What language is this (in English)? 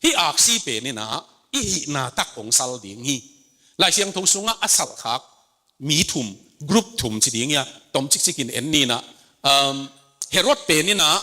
Tedim Chin